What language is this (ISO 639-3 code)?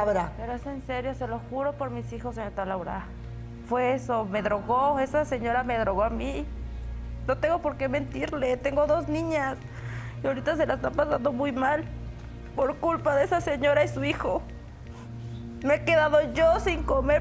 spa